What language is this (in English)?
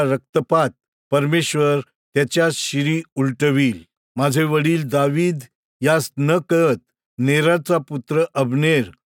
Marathi